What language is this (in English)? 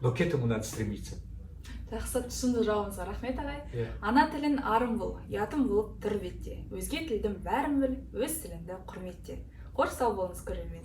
Kazakh